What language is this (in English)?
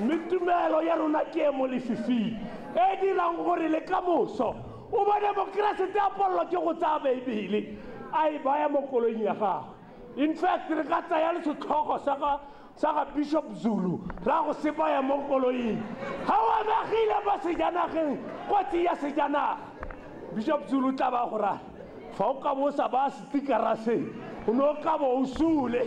Tswana